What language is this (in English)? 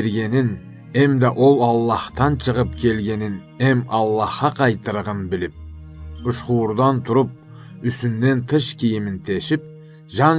Karachay-Balkar